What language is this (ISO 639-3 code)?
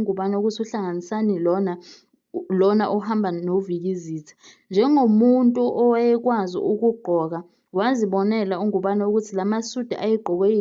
zul